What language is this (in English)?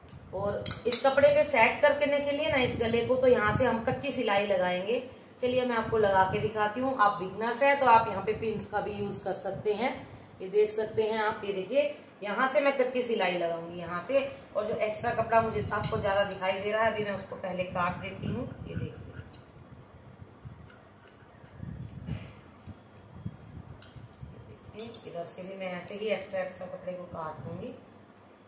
Hindi